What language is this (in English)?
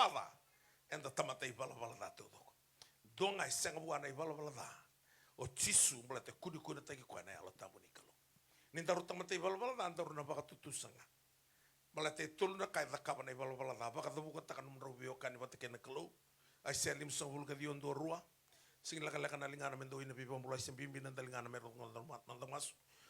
Fijian